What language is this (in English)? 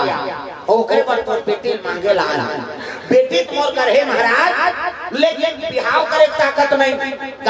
Chhattisgarhi